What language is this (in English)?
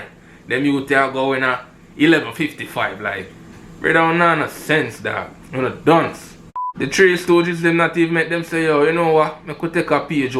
Jamaican Creole English